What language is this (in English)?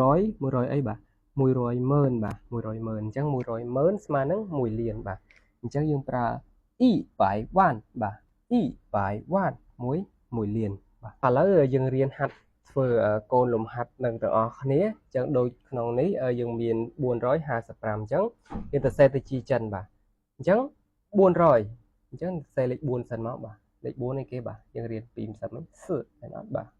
Khmer